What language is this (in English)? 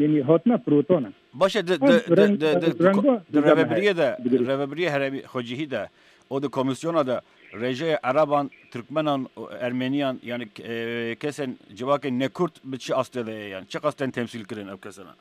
Kurdish